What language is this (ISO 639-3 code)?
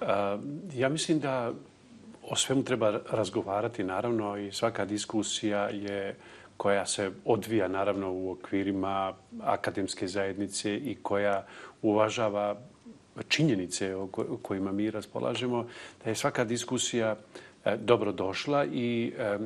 srp